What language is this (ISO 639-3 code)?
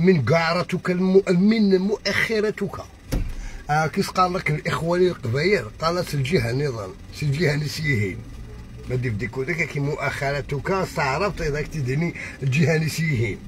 arq